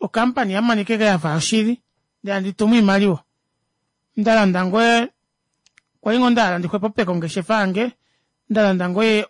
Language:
Kuanyama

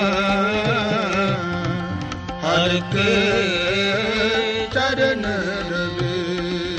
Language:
Punjabi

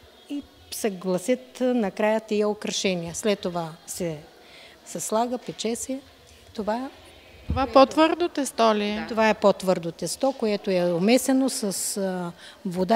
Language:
Bulgarian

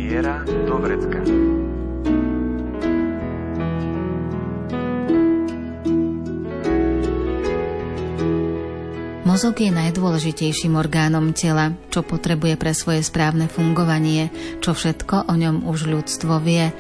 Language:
Slovak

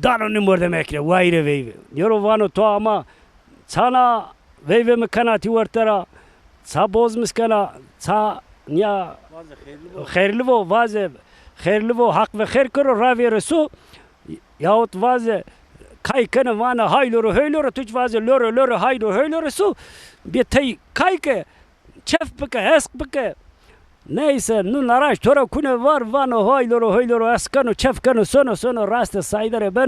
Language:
Zaza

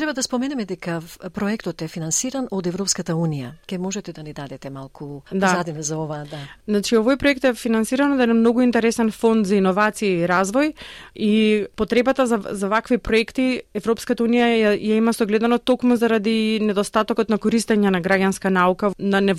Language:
Macedonian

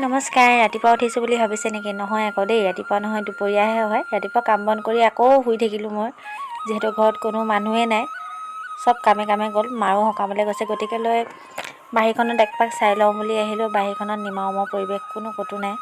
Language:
Assamese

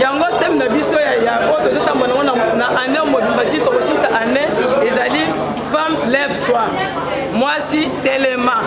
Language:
Lingala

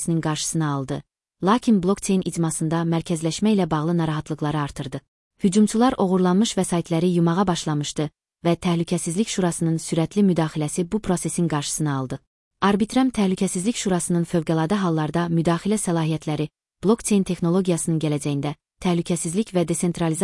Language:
Azerbaijani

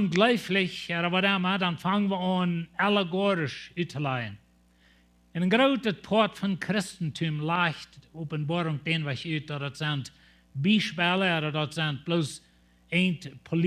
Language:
Plautdietsch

